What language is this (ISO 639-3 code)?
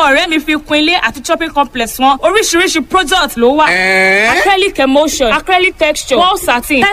yor